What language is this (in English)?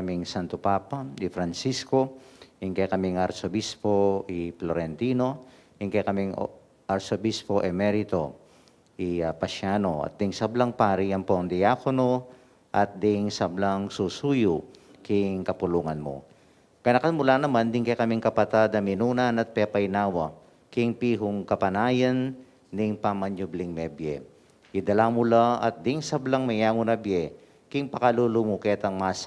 Pampanga